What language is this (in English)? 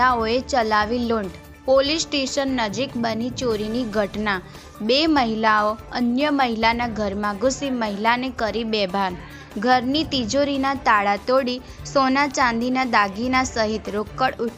Gujarati